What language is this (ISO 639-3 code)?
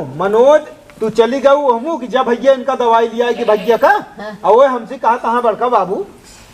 awa